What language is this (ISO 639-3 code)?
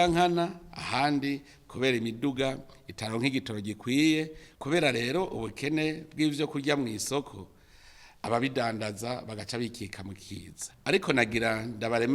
run